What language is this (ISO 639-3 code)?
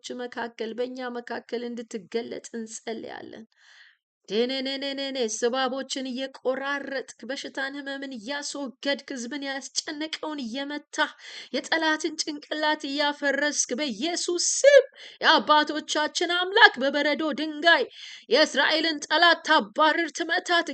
amh